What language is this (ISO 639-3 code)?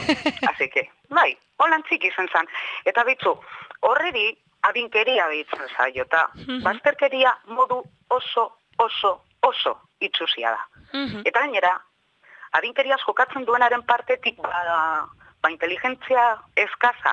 eus